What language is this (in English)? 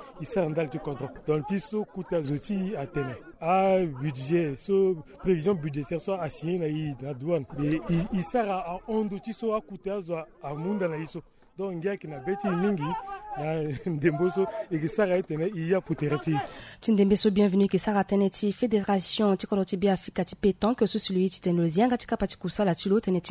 Sango